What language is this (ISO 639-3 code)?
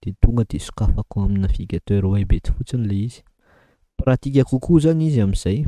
mlg